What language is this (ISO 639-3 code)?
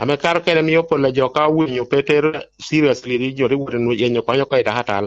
laj